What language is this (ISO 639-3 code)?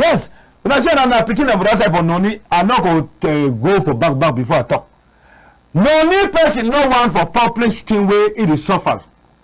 wes